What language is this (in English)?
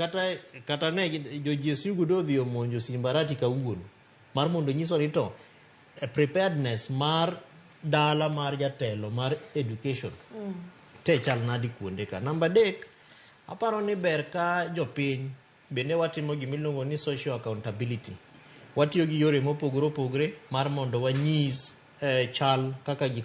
Luo (Kenya and Tanzania)